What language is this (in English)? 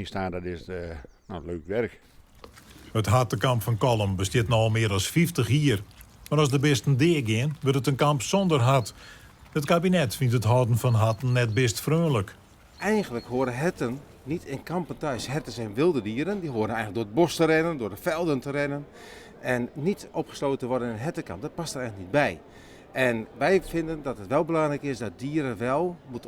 Western Frisian